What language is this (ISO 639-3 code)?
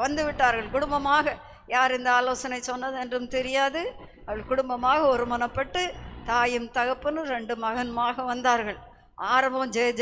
tam